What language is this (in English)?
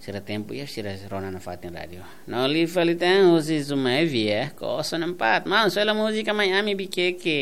Tetum